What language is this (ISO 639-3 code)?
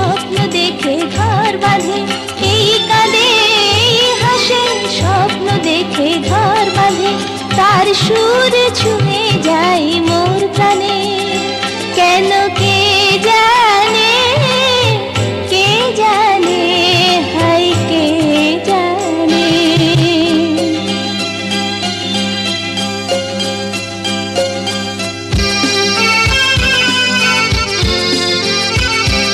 ben